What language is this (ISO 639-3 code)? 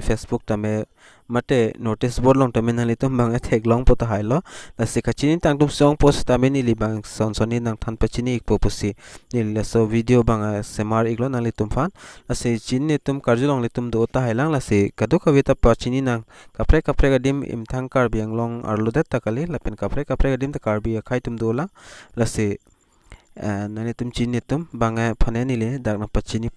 mjw